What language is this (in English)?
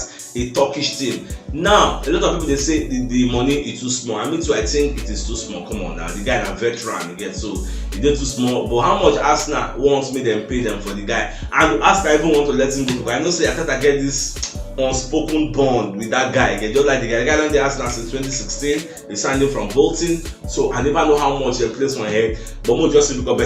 Nigerian Pidgin